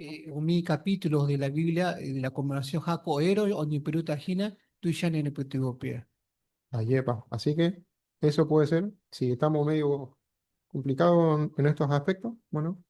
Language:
Guarani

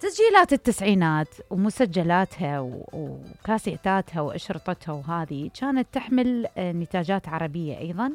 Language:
Mesopotamian Arabic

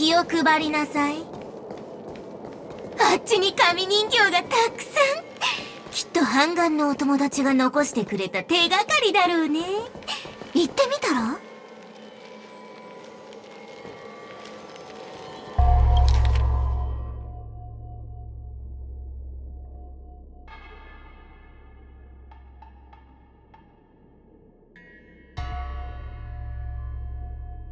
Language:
Japanese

